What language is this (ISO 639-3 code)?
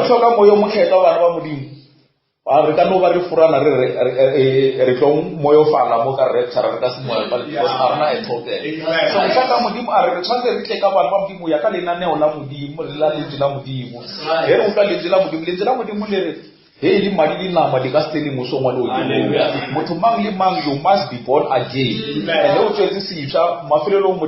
nso